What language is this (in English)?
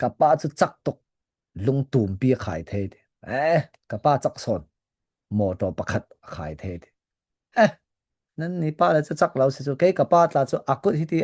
Falam Chin